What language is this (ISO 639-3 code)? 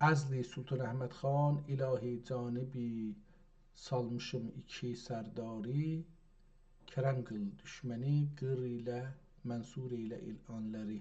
azb